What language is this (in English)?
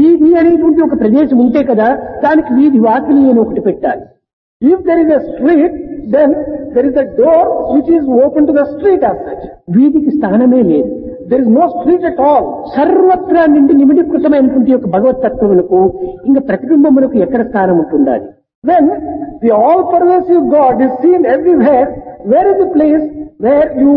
Telugu